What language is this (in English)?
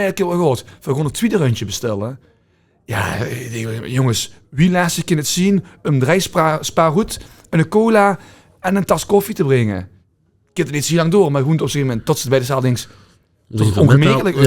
Limburgish